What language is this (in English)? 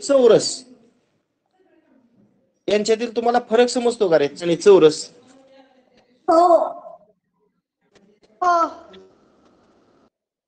Marathi